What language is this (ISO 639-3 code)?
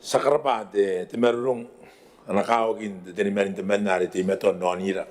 gil